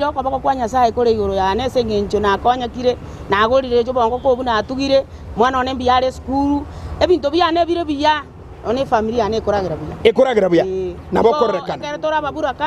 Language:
Gusii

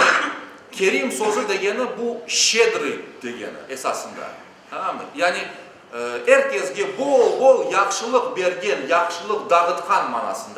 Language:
Crimean Tatar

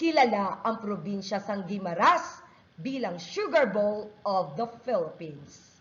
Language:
Hiligaynon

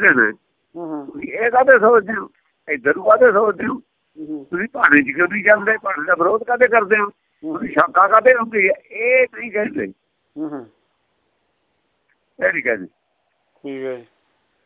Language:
Punjabi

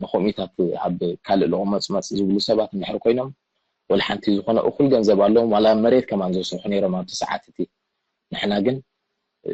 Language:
Tigrinya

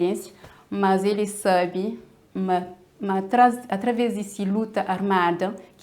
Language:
Kabuverdianu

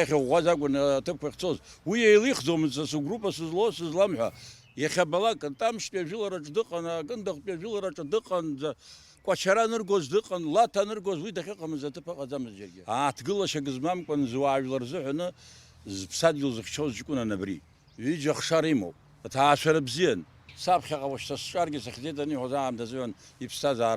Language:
Abkhazian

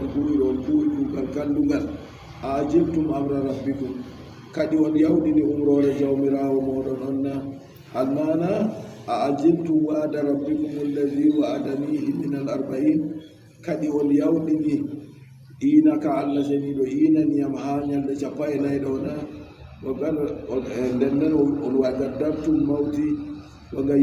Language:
Adamawa Fulfulde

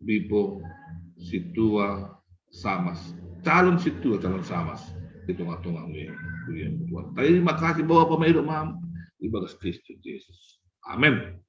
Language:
Batak Simalungun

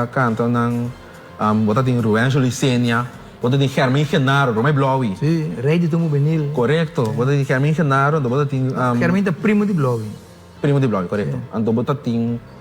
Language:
Papiamento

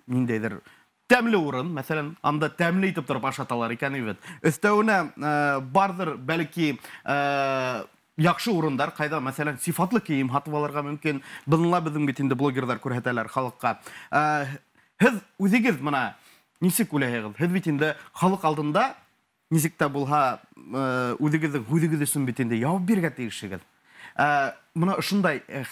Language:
Bashkir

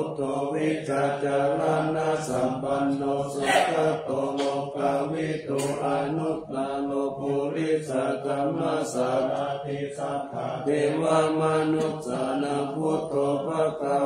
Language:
Pali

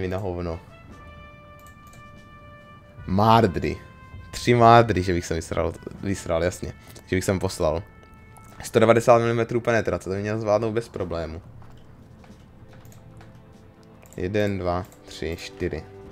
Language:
Czech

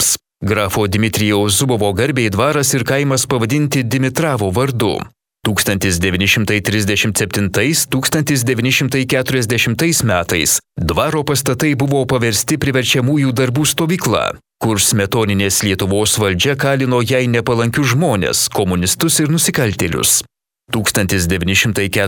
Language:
Lithuanian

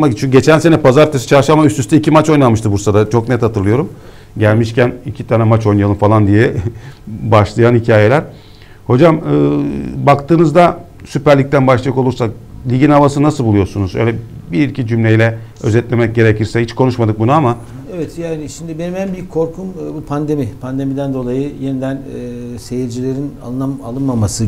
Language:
Turkish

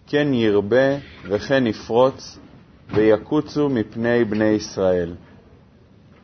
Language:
Hebrew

